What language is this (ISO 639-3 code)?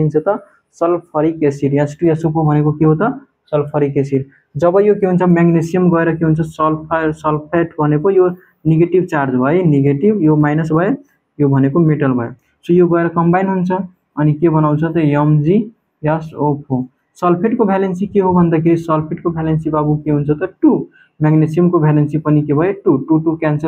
nep